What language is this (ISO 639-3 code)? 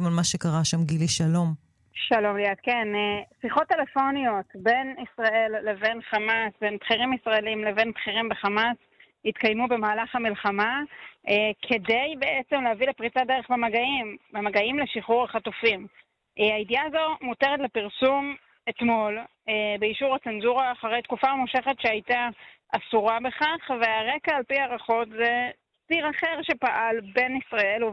heb